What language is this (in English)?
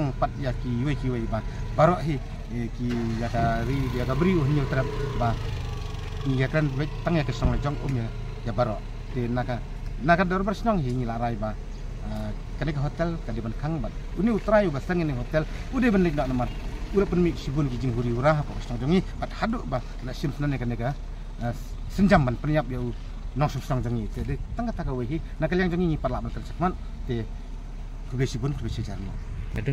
Khasi